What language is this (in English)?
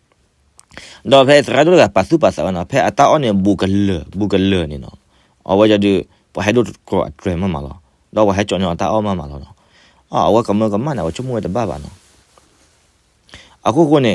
S'gaw Karen